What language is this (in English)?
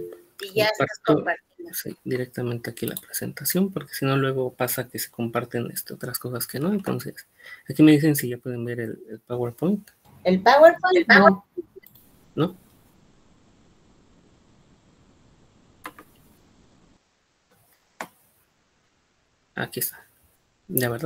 Spanish